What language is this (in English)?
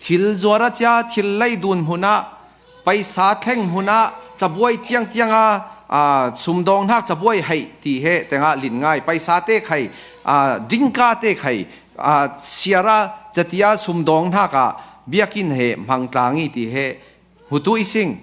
Falam Chin